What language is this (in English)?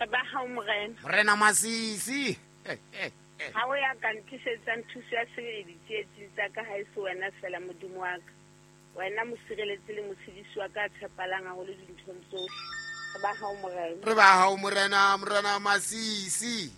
Southern Sotho